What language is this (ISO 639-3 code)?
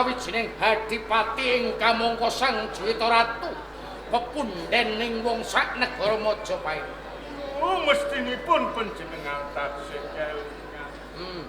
jav